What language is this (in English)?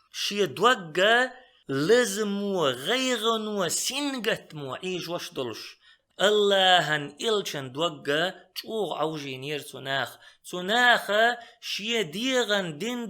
Chechen